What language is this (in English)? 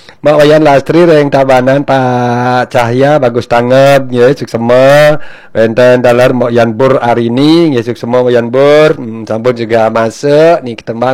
Balinese